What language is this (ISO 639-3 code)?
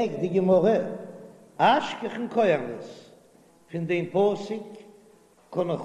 yid